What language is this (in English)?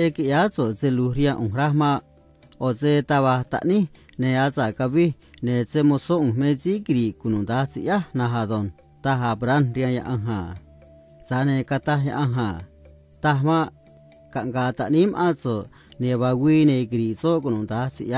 Copala Triqui